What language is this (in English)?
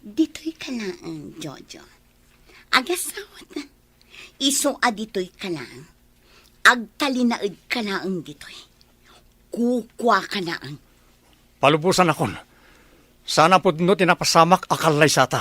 Iloko